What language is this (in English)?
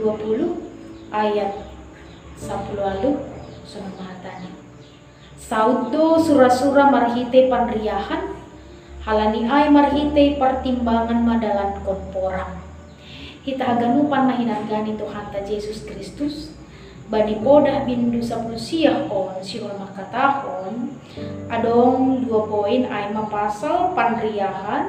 Batak Simalungun